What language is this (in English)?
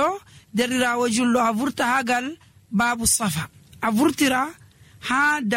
Nigerian Fulfulde